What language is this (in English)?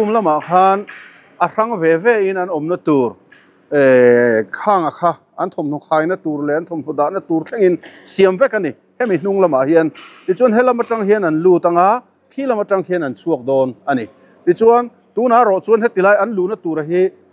Mizo